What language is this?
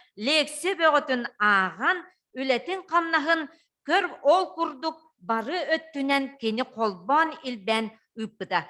Yakut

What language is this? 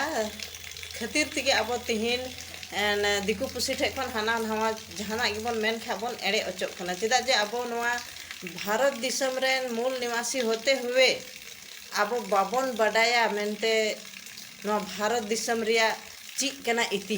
Santali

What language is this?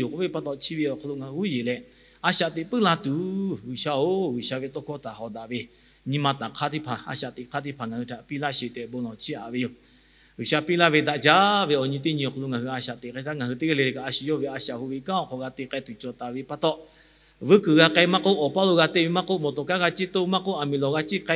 Lahu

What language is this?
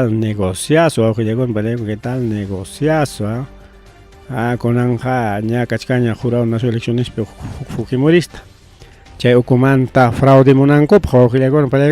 Ayacucho Quechua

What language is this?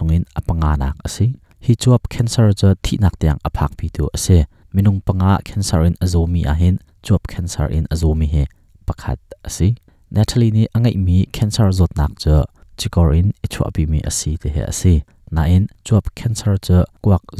Hakha Chin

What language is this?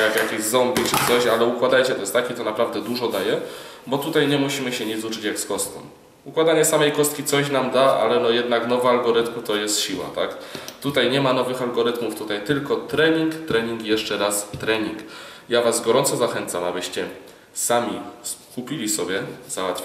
Polish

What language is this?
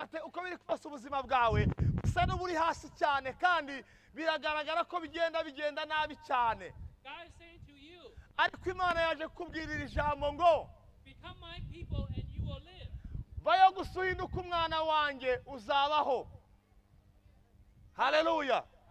Kinyarwanda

